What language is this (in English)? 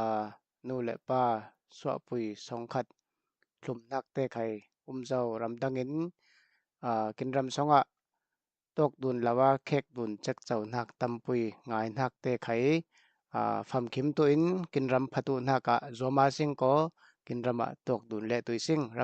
Falam Chin